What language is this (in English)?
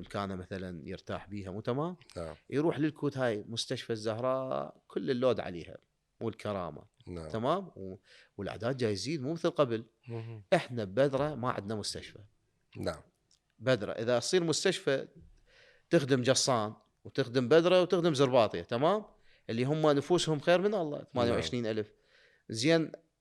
Mesopotamian Arabic